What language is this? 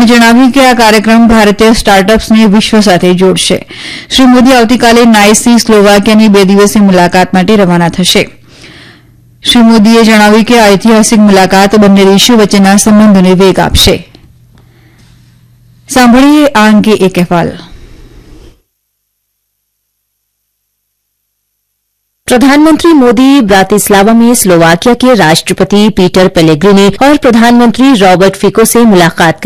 Gujarati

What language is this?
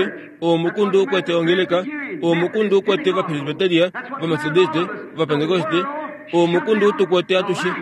Kuanyama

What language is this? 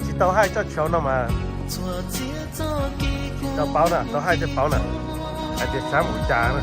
Hmong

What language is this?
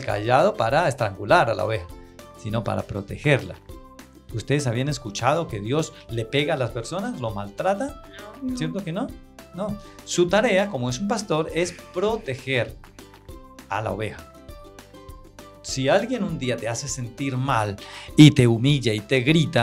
Spanish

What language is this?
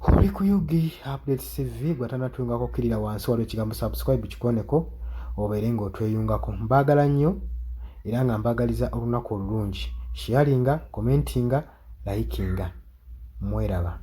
Ganda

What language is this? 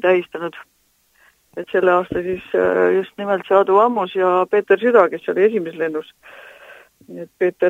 Estonian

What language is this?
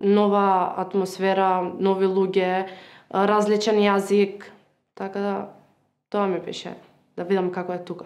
Macedonian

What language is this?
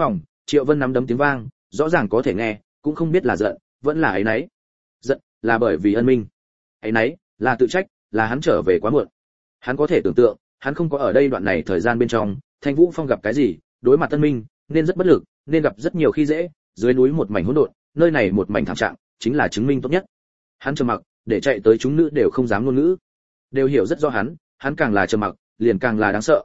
Vietnamese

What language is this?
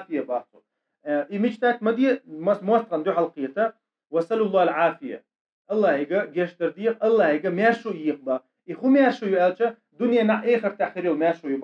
Chechen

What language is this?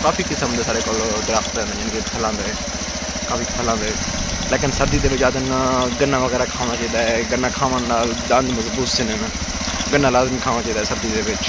Saraiki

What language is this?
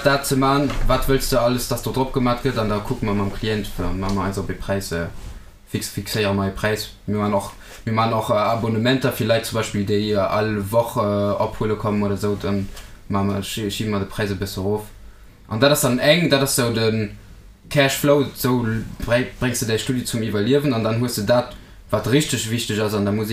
Luxembourgish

